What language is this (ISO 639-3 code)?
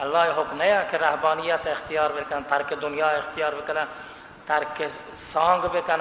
bal